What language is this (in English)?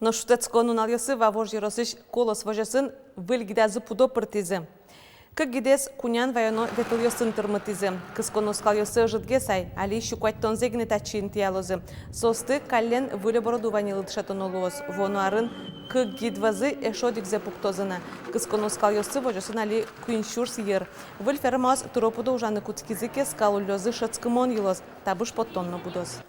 Udmurt